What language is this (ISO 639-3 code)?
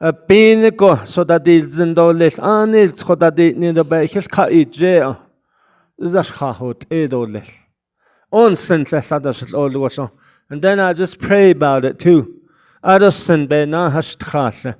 nav